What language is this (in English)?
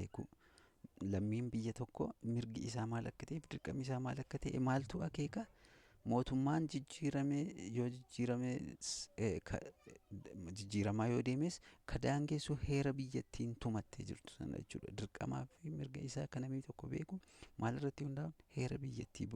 Oromo